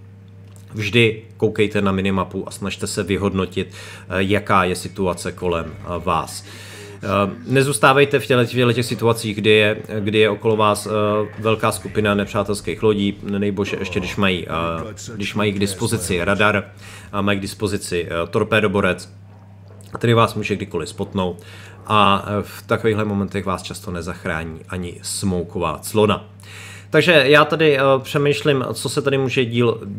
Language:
Czech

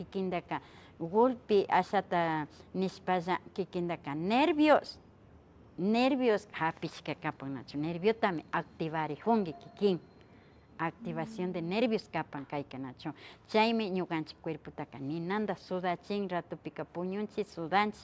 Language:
Imbabura Highland Quichua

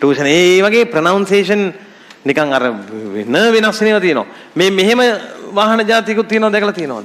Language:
Sinhala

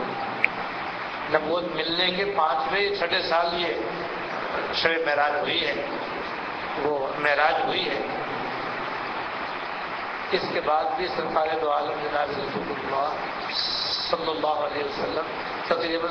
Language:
Urdu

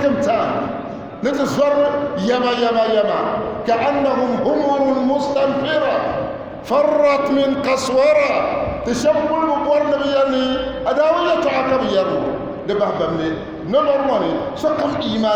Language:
Dagbani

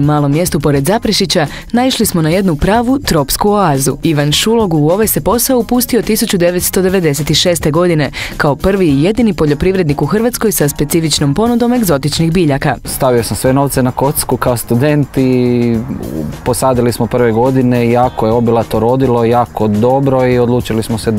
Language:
Croatian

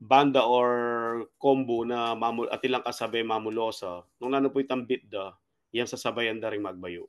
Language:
Pampanga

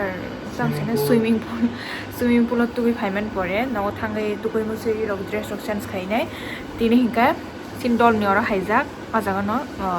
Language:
Kok Borok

